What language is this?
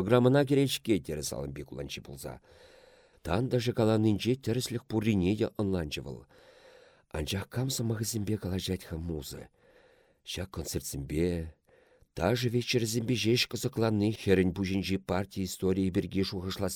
Chuvash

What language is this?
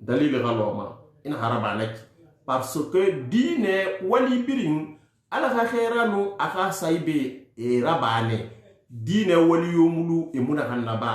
Susu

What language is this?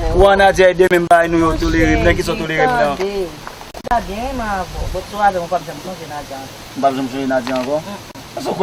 Haitian Creole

